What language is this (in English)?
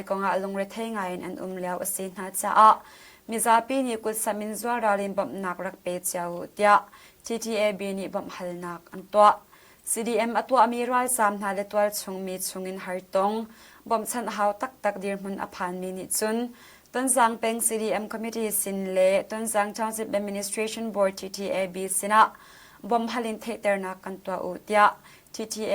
Hakha Chin